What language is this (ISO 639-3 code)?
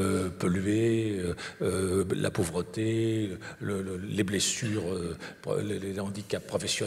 fra